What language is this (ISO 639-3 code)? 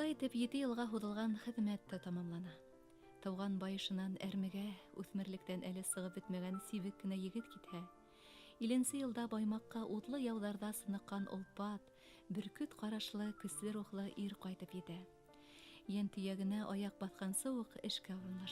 bak